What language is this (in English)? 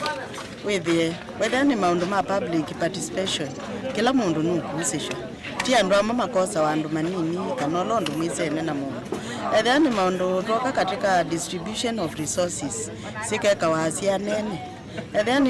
Kamba